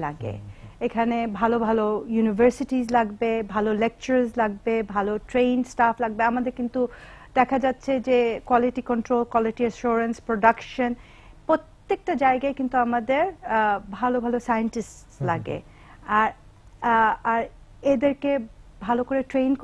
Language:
Bangla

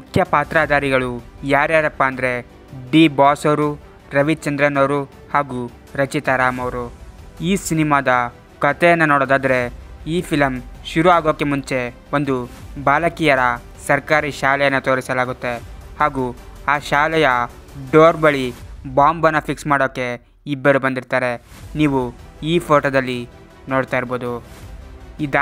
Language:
Kannada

